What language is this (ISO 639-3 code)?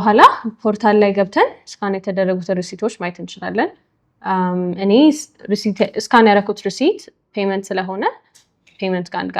amh